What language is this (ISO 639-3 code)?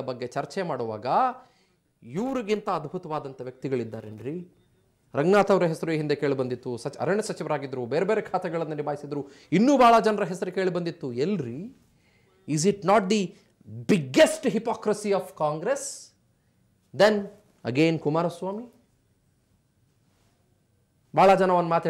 kan